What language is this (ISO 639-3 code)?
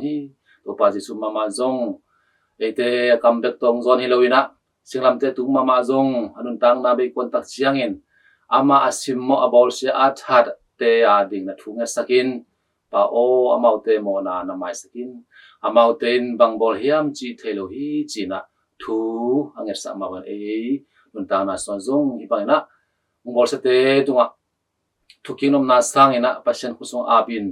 ctd